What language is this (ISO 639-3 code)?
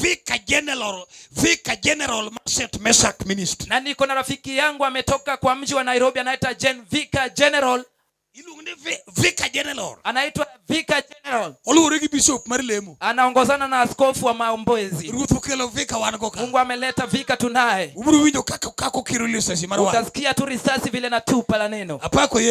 luo